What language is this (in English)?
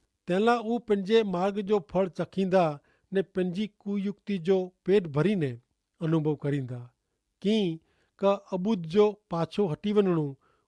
Kachhi